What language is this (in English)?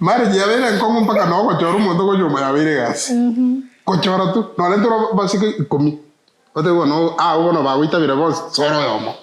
Gusii